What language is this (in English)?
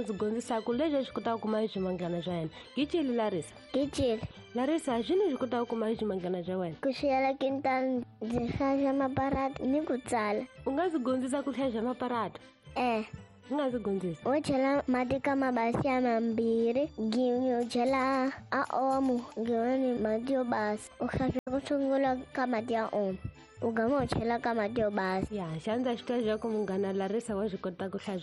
Tsonga